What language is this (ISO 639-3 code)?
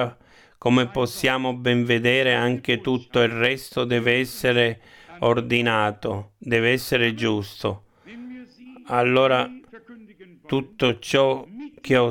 ita